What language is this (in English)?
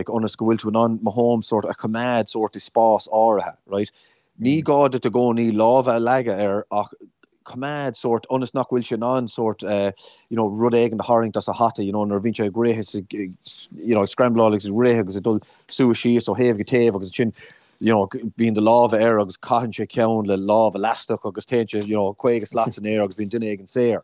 Irish